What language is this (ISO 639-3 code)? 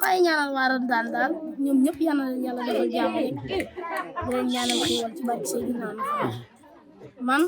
wol